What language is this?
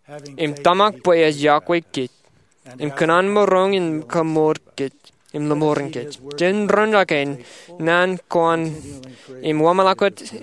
Marshallese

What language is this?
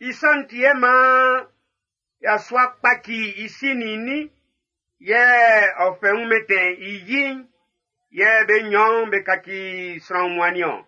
Baoulé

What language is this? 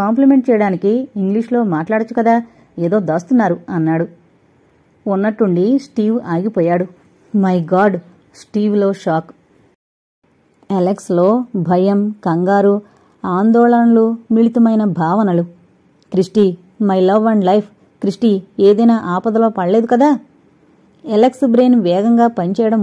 Telugu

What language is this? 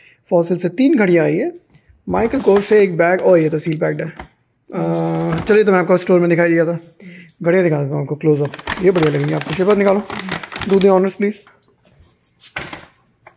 Hindi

